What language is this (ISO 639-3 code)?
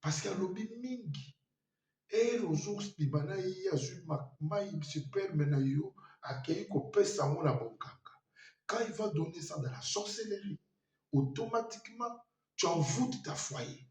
lin